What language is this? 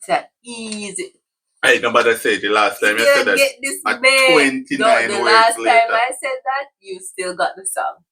Jamaican Creole English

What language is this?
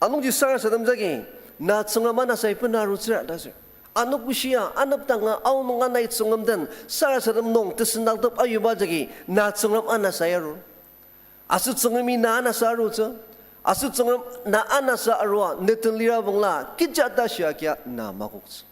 Ao Naga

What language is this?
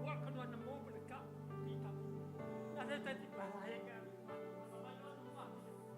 Iban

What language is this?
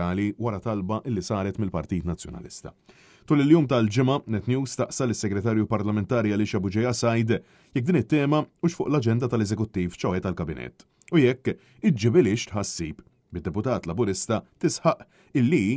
Maltese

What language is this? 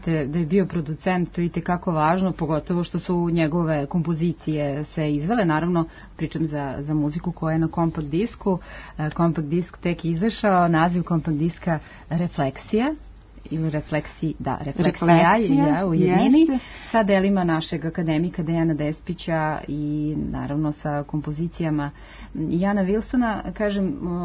Serbian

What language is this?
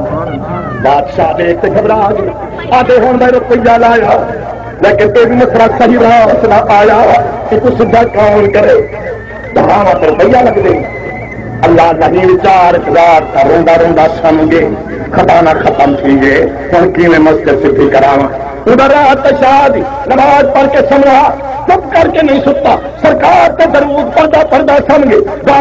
Saraiki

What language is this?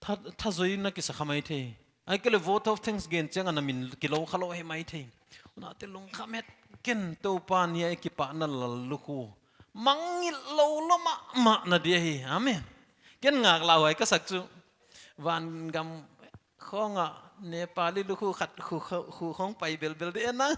Paite Chin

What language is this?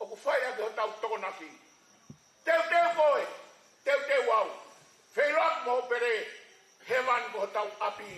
Tongan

